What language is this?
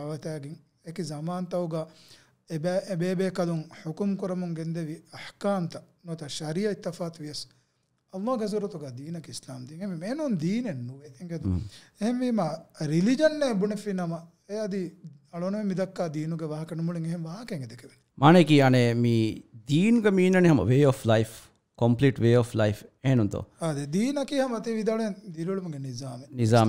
Divehi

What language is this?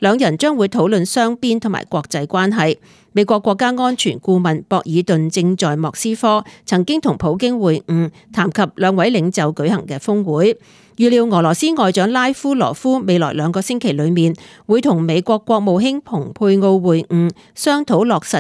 Cantonese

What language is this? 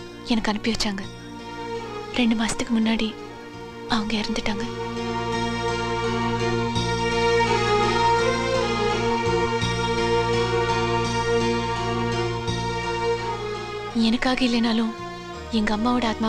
Tamil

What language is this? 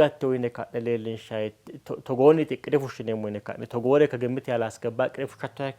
Sidamo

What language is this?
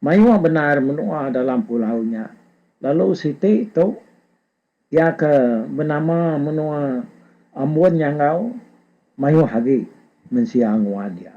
Iban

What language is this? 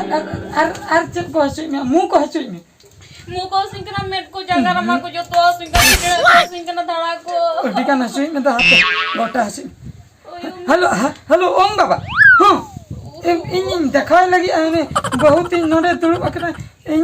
Santali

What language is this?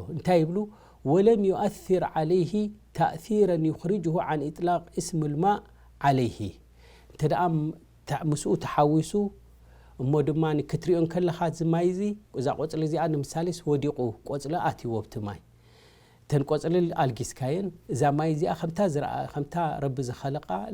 Tigrinya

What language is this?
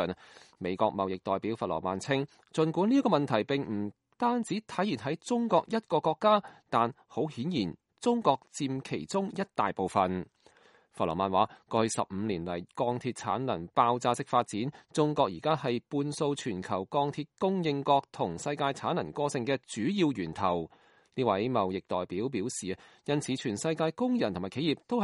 Cantonese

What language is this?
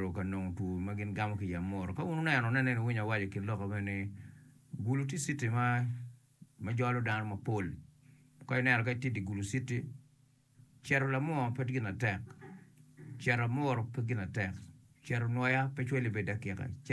Acoli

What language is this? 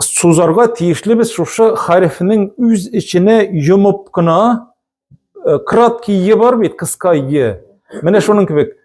Tatar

